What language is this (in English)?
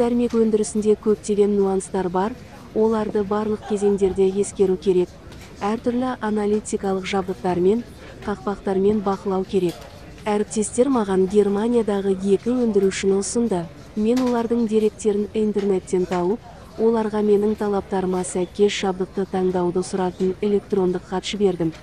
Kazakh